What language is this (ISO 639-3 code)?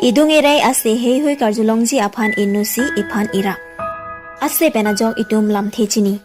mjw